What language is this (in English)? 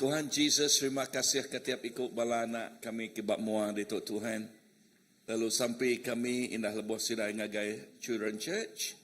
Iban